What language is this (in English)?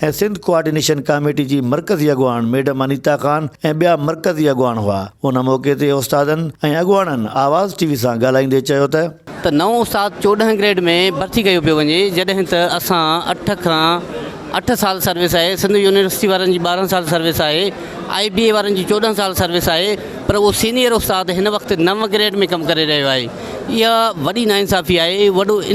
Sindhi